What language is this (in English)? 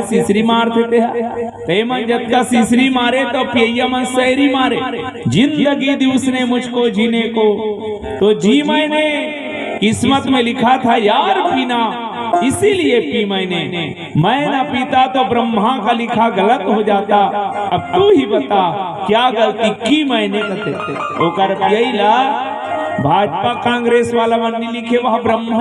Chhattisgarhi